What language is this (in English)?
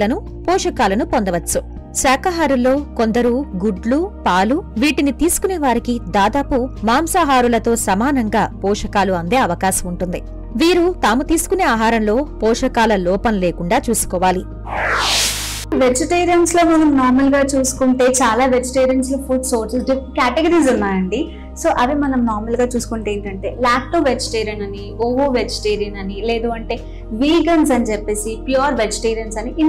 Telugu